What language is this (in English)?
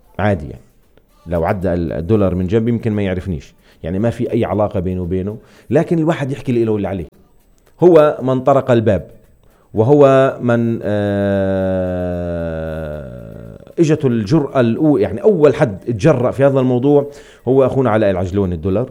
North Levantine Arabic